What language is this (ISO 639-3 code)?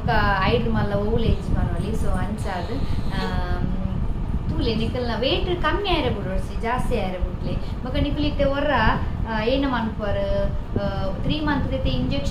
tcy